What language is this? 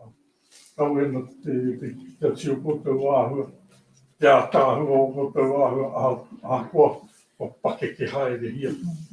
Māori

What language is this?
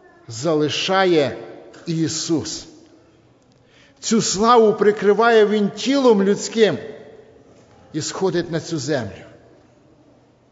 Ukrainian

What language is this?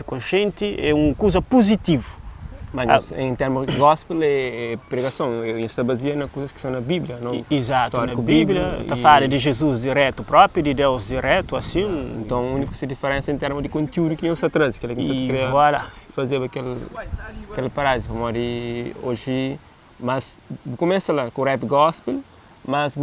Kabuverdianu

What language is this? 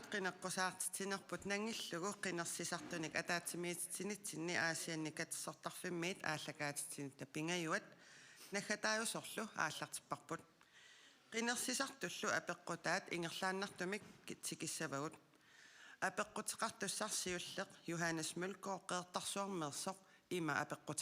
Kalaallisut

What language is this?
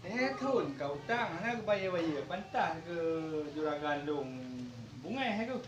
Achinese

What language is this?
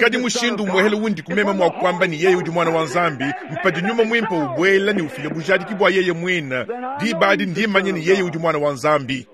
Luba-Lulua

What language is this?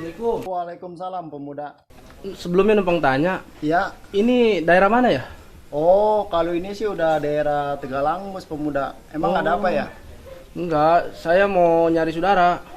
Betawi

